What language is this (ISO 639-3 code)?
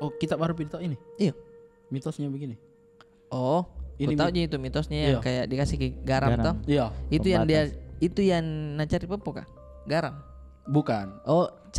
mfp